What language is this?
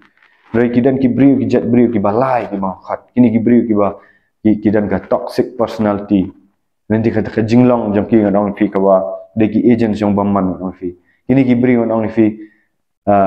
Khasi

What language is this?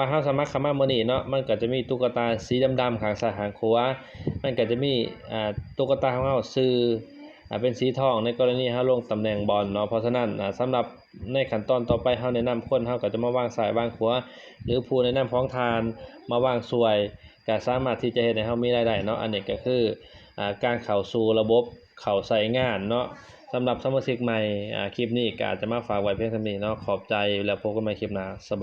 Lao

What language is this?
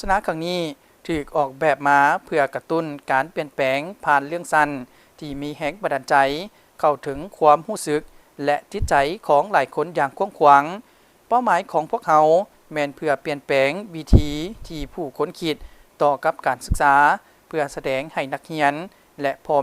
Lao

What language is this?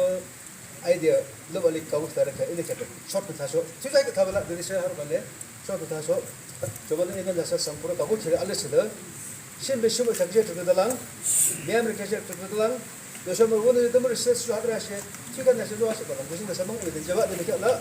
Yimchungru Naga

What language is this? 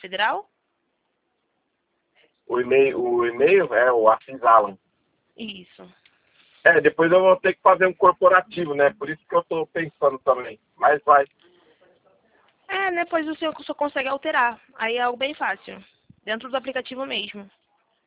Portuguese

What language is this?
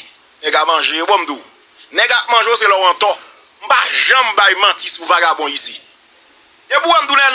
Haitian Creole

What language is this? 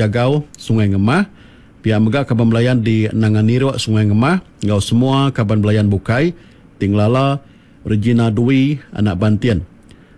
Iban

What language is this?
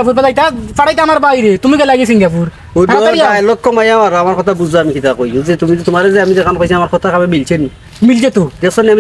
Sylheti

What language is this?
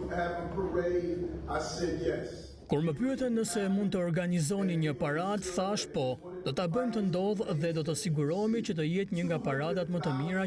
Albanian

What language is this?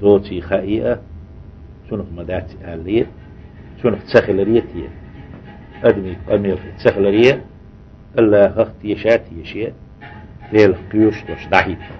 Chechen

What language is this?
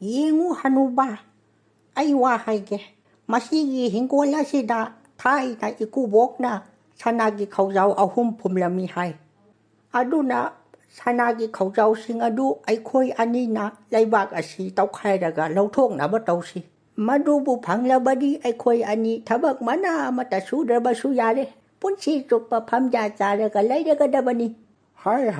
Manipuri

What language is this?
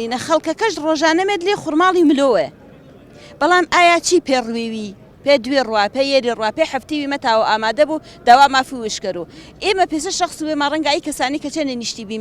Central Kurdish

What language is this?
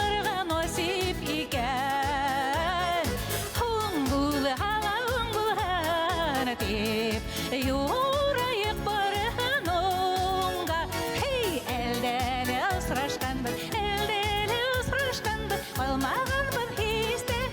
Bashkir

